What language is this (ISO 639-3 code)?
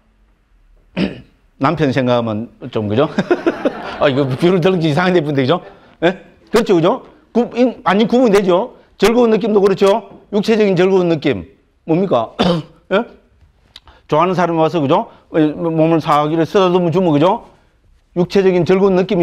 kor